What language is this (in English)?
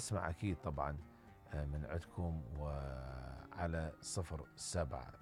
Mesopotamian Arabic